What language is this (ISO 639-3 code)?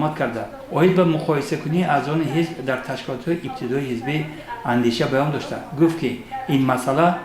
tgk